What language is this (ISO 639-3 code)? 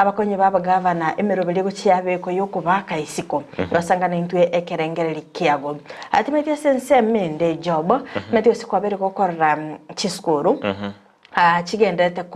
guz